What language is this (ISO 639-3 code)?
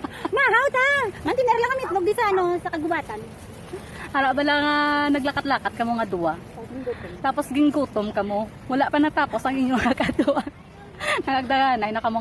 hil